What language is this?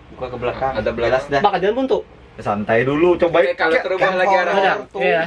Banjar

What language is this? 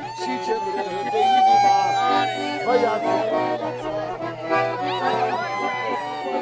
Romanian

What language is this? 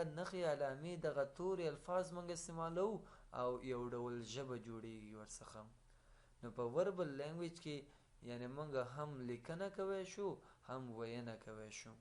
Pashto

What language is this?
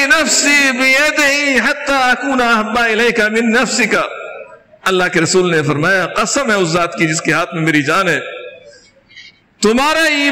Urdu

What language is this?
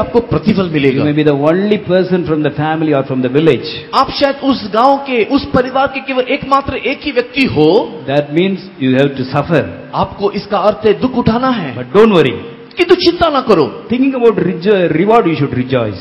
Hindi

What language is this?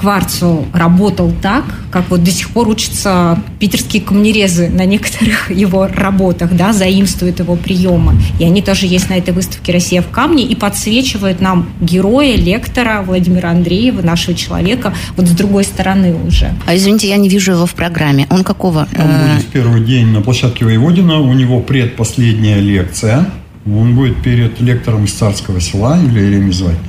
Russian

